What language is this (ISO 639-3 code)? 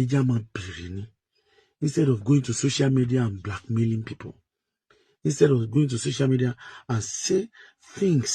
yor